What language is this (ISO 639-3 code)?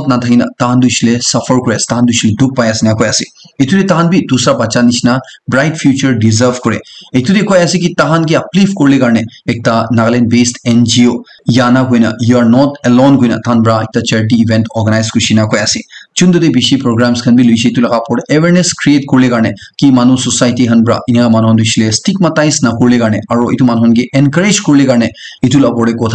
nag